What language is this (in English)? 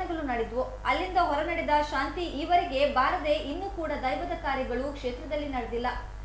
Kannada